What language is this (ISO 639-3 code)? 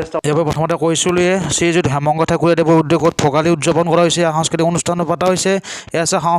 asm